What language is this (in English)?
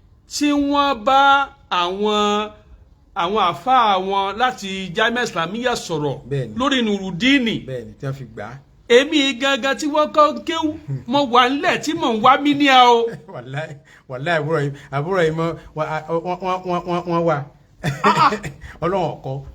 Yoruba